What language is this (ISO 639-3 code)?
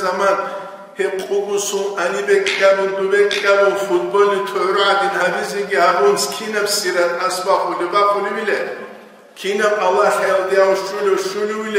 ava